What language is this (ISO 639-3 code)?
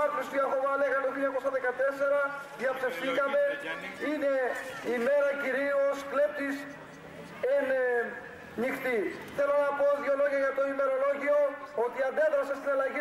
ell